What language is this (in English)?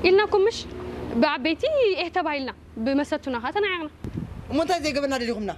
Tigrinya